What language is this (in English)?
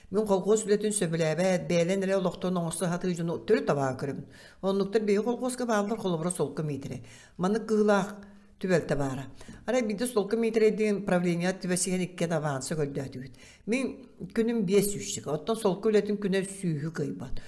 Yakut